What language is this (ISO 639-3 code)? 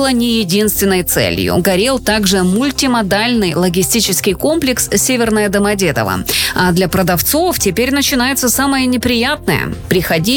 rus